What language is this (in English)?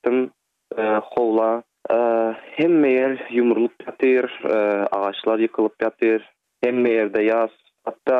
Turkmen